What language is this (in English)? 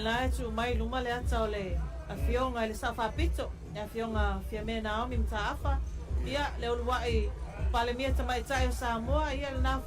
Samoan